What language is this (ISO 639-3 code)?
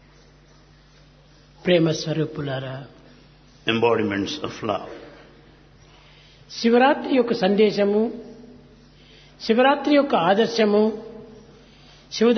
tel